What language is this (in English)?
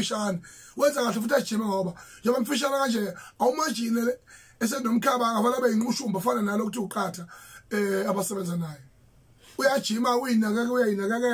Zulu